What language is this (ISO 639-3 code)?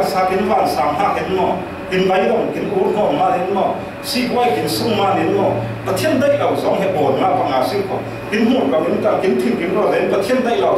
cfm